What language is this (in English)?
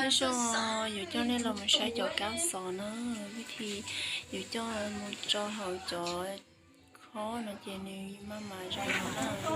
Hmong